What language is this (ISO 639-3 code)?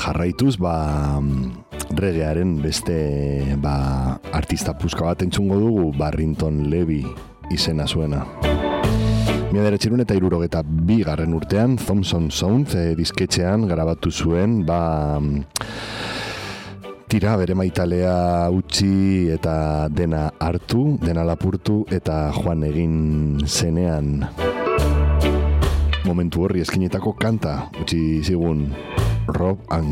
eus